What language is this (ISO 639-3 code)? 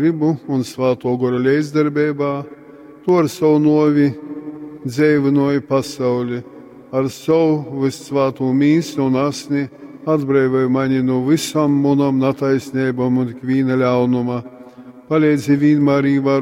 ltg